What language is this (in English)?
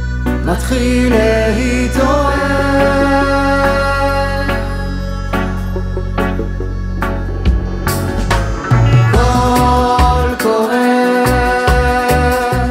Hebrew